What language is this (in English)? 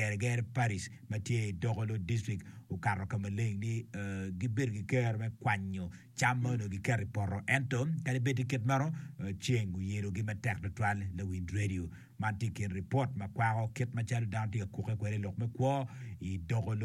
Acoli